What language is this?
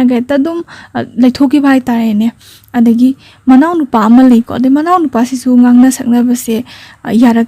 Manipuri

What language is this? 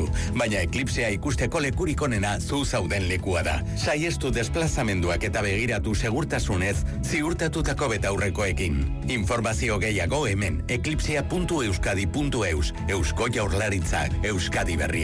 Basque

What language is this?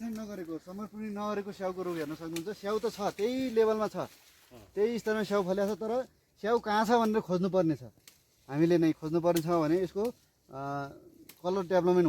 Nepali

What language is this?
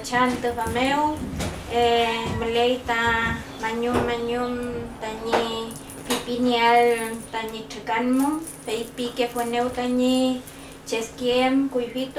Mapuche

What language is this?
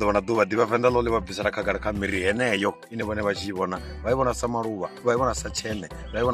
Venda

